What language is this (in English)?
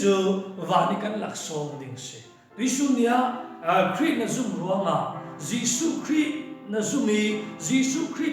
Falam Chin